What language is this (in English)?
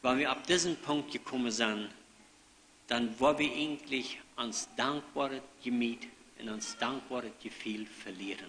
Plautdietsch